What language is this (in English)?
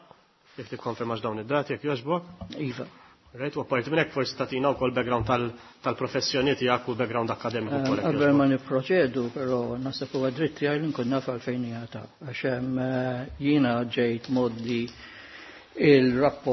Maltese